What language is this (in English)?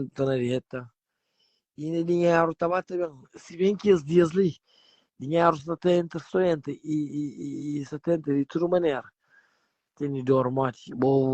Kabuverdianu